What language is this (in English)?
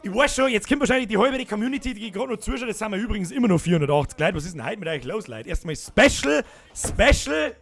Bavarian